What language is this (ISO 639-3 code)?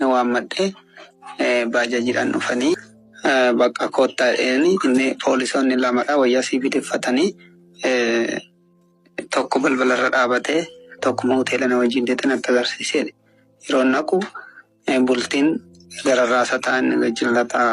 orm